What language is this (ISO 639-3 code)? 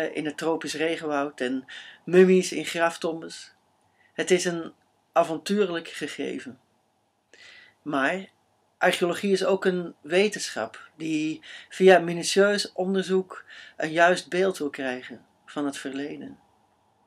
nld